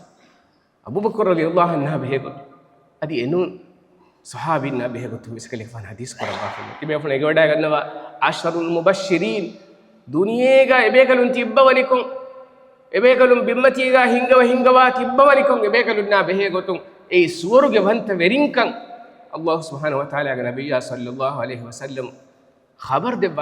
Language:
Divehi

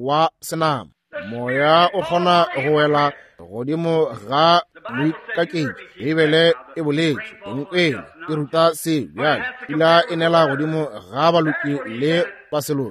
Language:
Northern Sotho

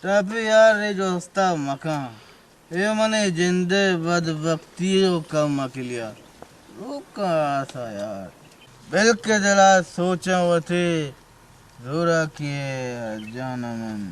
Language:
Eastern Balochi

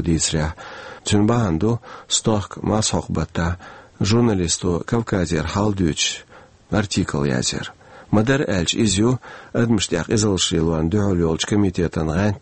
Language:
Chechen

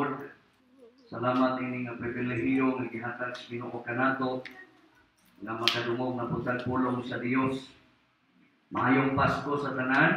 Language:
Cebuano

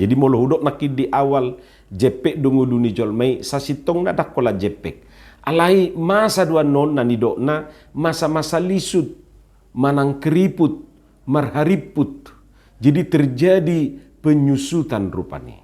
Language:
Batak Toba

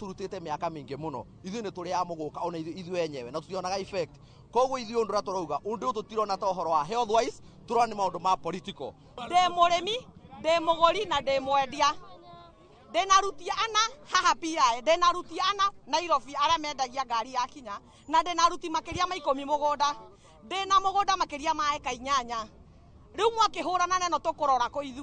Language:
Kikuyu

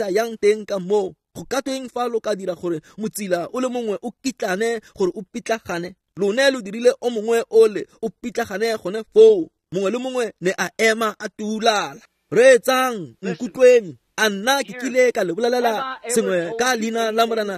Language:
Tswana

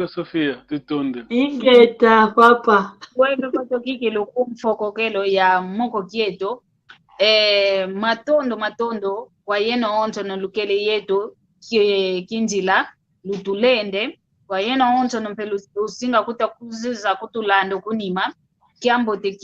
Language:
San Salvador Kongo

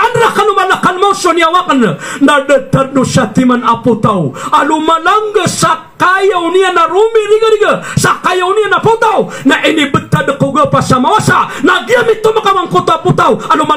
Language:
Maranao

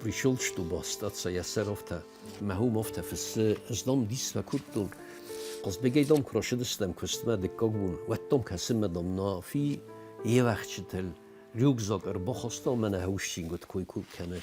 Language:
Ossetic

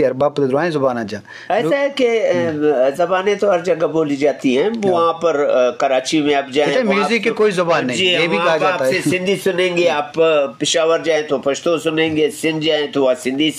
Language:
Eastern Balochi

